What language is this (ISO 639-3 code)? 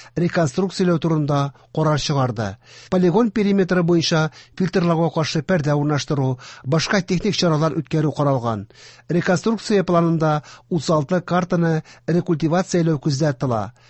tat